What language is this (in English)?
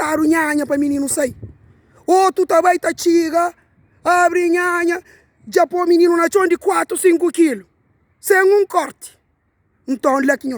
Kabuverdianu